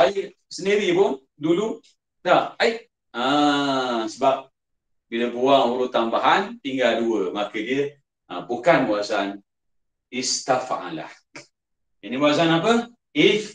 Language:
Malay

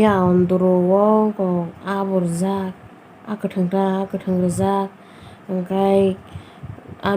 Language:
Kok Borok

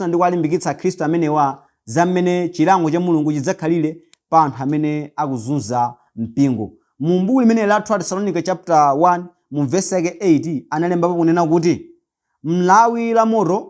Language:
Nyanja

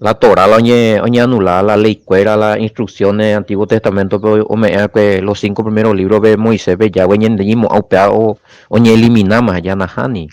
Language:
Guarani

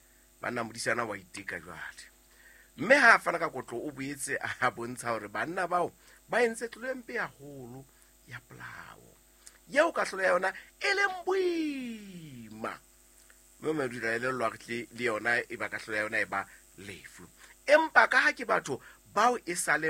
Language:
Southern Sotho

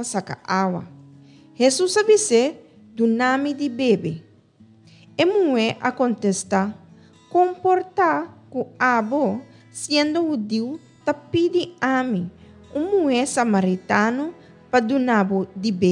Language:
Papiamento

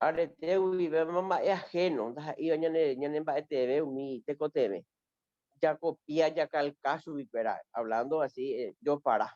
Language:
Guarani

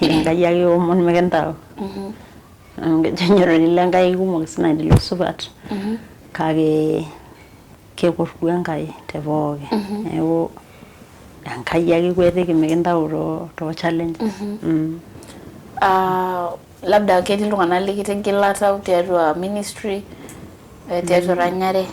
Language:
Masai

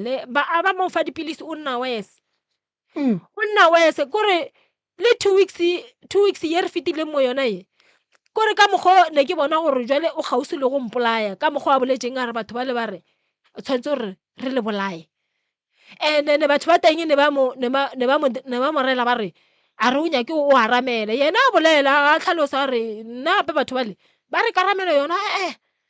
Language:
Northern Sotho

